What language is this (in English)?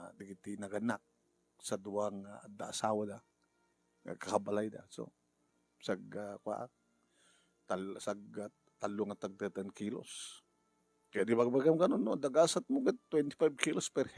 Iloko